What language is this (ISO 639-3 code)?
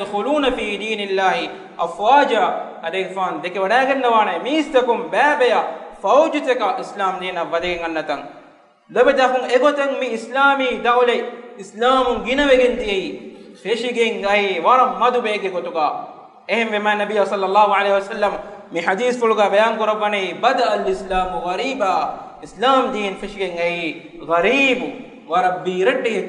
div